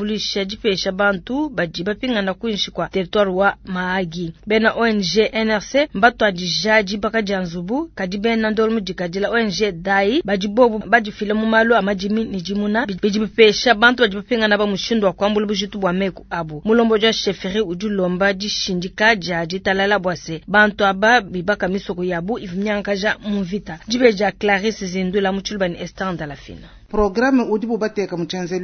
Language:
Luba-Lulua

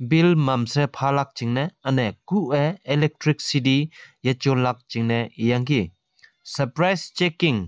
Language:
Konyak Naga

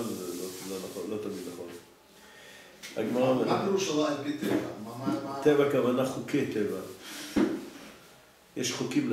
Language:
Hebrew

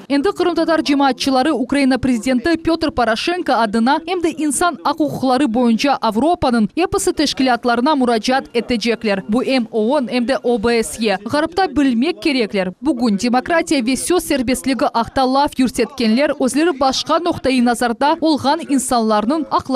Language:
Crimean Tatar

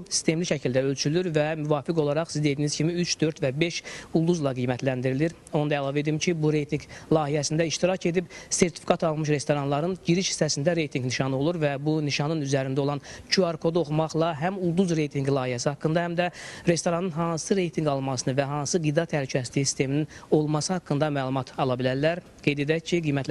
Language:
Azerbaijani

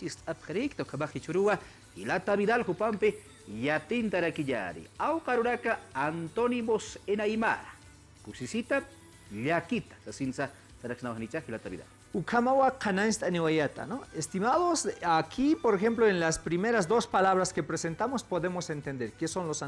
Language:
Aymara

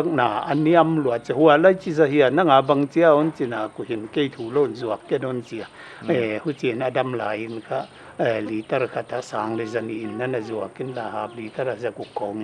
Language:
Paite Chin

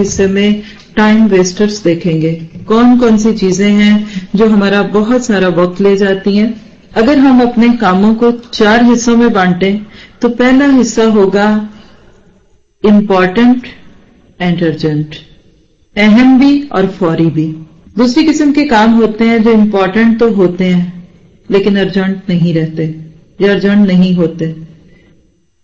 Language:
Urdu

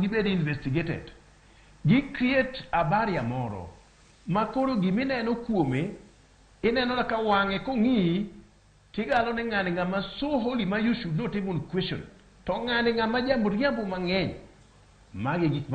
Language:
Luo (Kenya and Tanzania)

